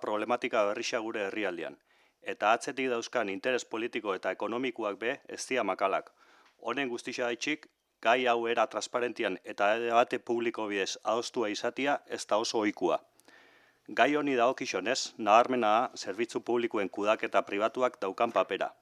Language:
Basque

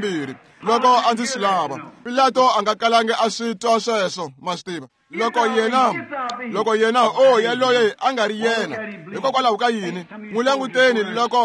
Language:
Tsonga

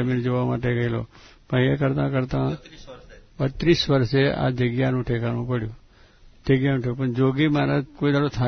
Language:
Gujarati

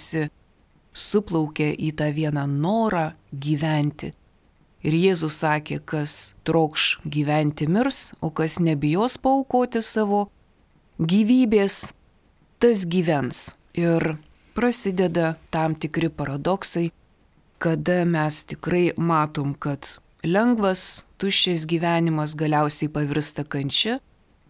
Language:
Lithuanian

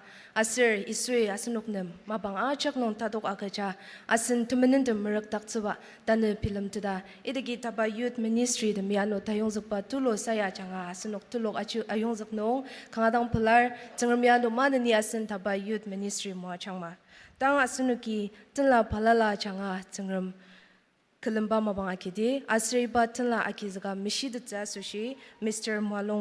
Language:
Ao Naga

